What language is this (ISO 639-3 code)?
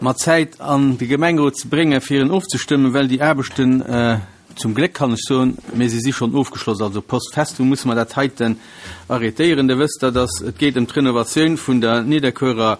ltz